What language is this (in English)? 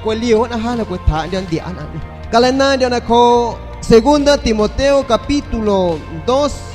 San Pedro Amuzgos Amuzgo